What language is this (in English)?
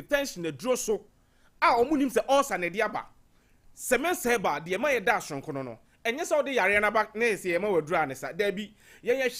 Akan